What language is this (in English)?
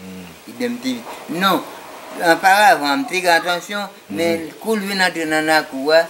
Haitian Creole